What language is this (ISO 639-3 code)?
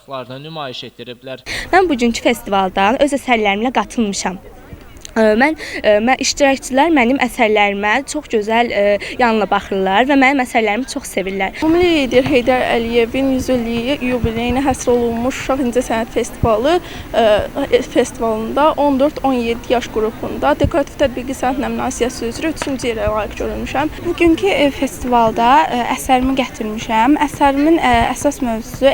aze